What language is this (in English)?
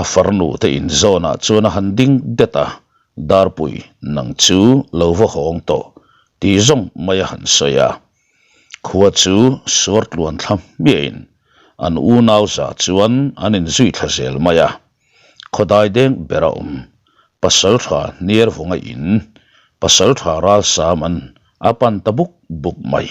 Mizo